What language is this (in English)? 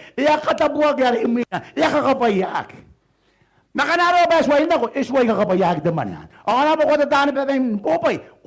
Gilbertese